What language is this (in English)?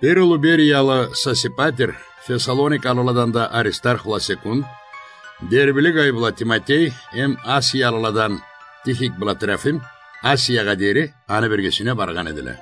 Karachay-Balkar